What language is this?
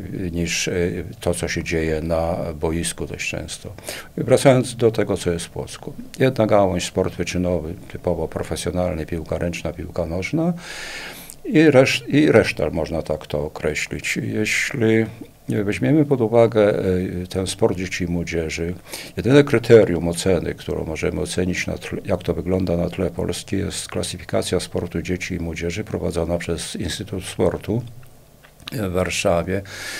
Polish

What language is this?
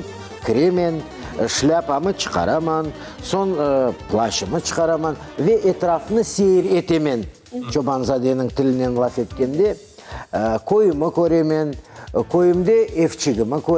Crimean Tatar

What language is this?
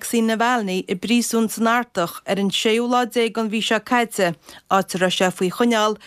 Irish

